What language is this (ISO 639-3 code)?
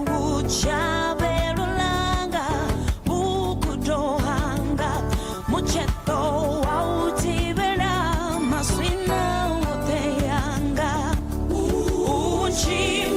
ven